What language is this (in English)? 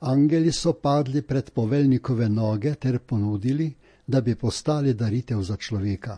Slovenian